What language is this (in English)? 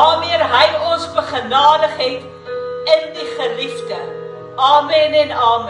Afrikaans